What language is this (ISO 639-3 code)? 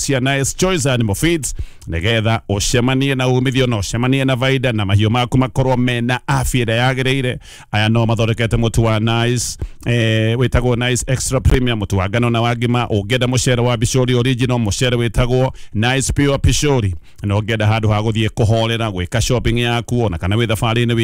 kik